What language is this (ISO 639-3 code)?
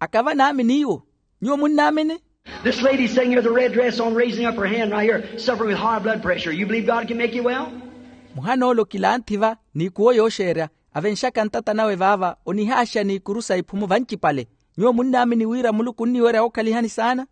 vmw